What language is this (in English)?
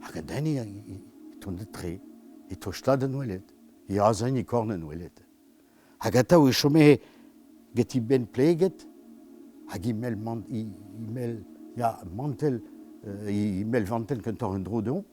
Breton